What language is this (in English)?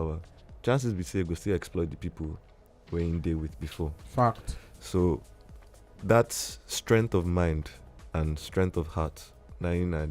Nigerian Pidgin